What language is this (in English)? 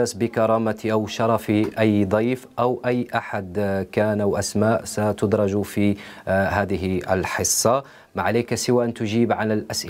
Algerian Arabic